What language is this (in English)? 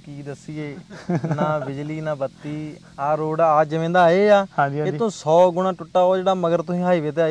Punjabi